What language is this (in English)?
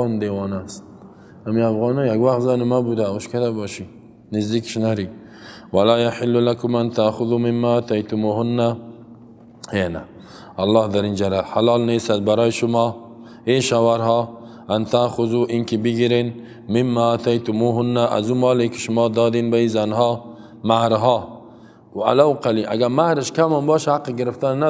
Persian